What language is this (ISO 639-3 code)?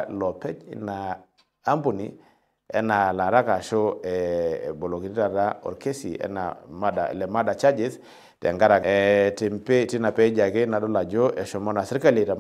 mas